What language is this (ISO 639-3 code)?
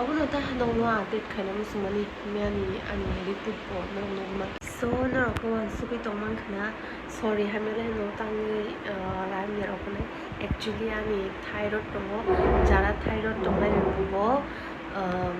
trp